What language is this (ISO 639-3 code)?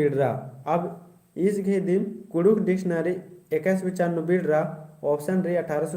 kru